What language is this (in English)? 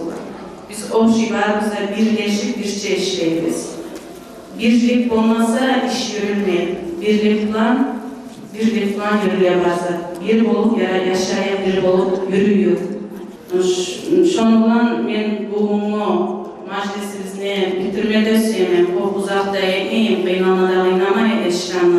Kumyk